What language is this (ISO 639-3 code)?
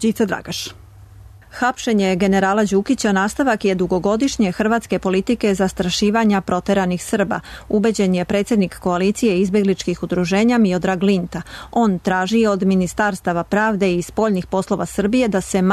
srp